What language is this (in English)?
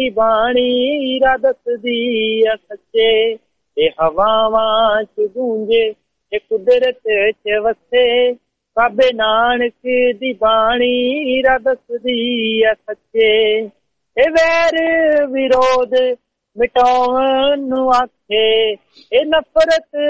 Punjabi